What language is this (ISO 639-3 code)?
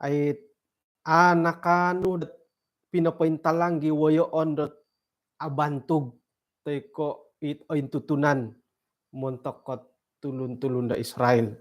dtp